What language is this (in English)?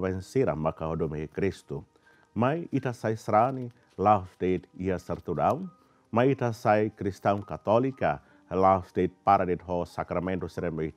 Tetum